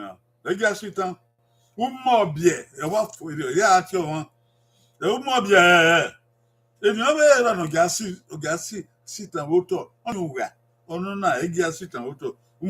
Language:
Bini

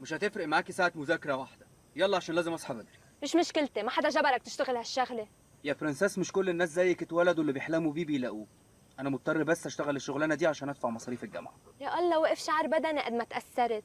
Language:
North Levantine Arabic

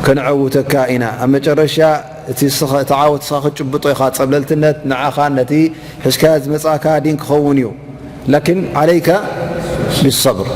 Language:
Tigrinya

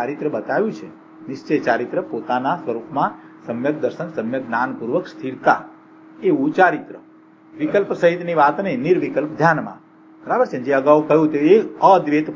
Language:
Gujarati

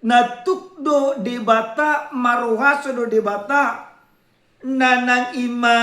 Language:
Batak Toba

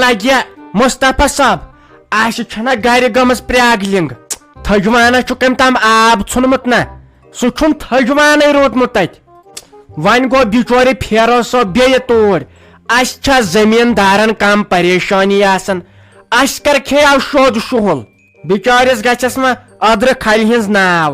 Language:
Kashmiri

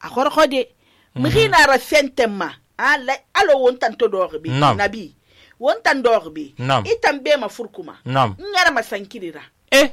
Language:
Susu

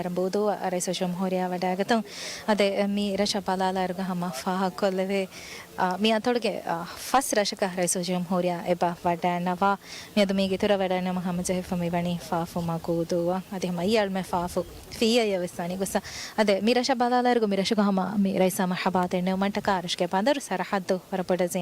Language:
Divehi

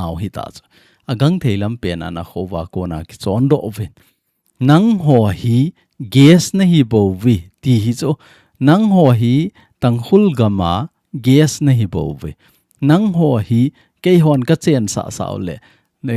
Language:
Thado Chin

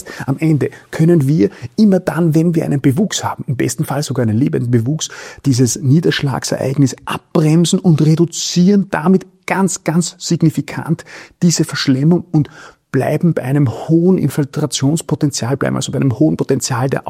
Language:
German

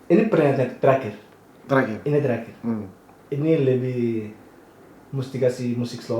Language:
Manado Malay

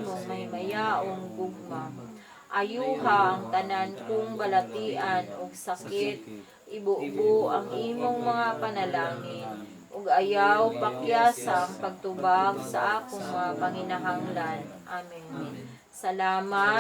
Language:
Cebuano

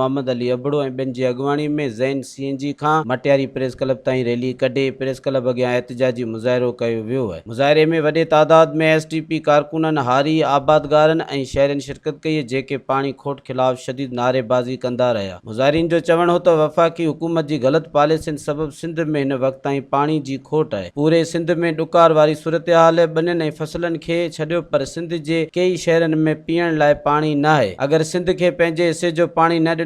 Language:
Sindhi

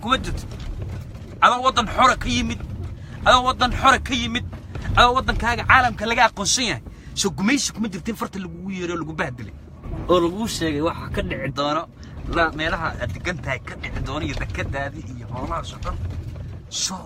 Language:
Somali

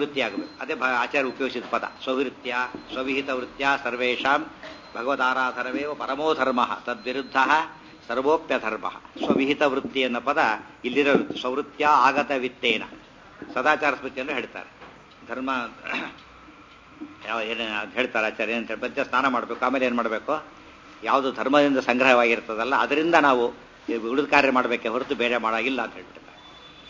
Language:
Kannada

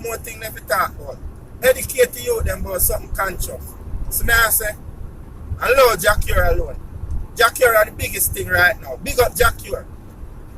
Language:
Jamaican Creole English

